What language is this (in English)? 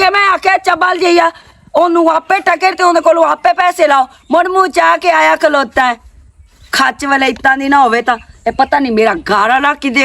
Western Panjabi